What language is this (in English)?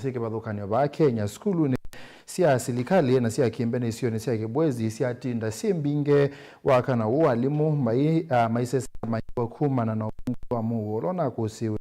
Kamba